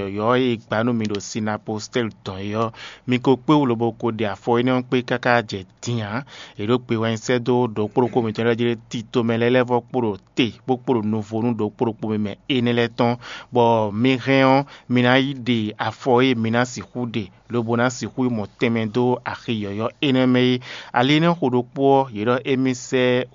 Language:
Fon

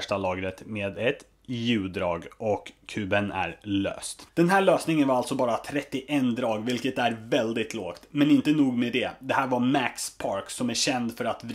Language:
Swedish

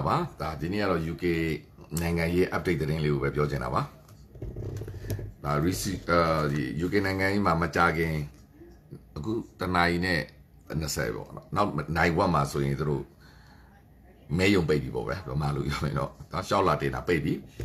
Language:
Burmese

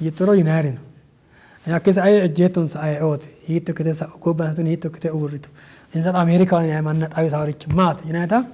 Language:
Sidamo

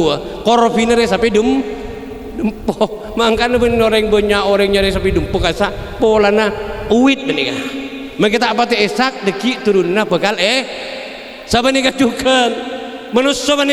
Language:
Madurese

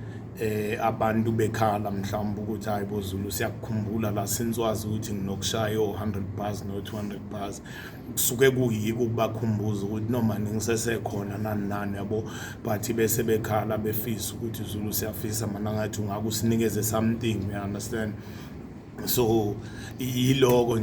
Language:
Zulu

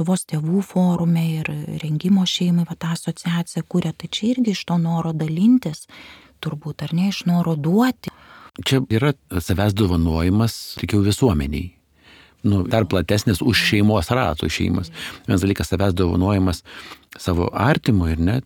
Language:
Lithuanian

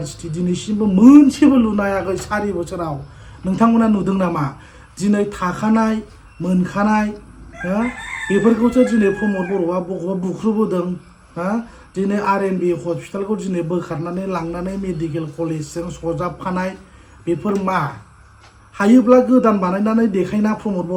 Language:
Bodo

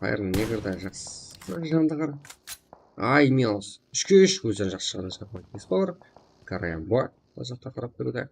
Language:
Kara-Kalpak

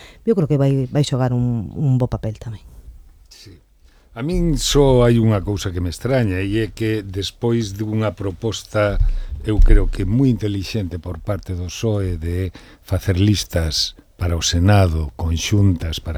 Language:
Galician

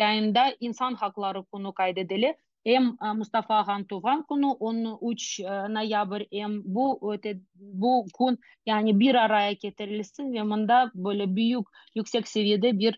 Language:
Crimean Tatar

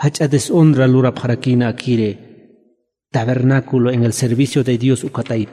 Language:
Aymara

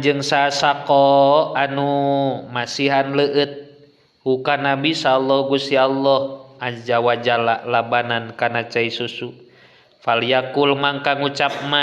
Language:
Sundanese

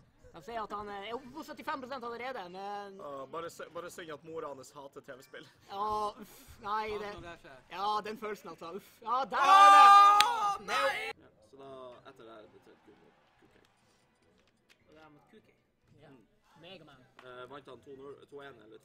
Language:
Norwegian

